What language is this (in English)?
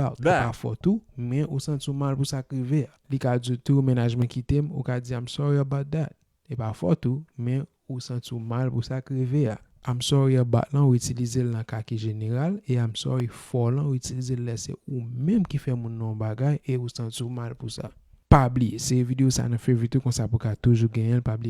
Haitian Creole